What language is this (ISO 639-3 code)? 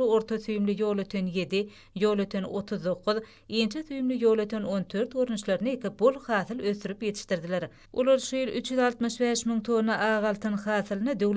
tuk